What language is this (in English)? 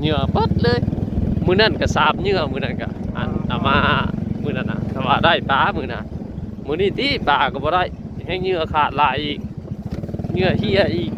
Northeastern Thai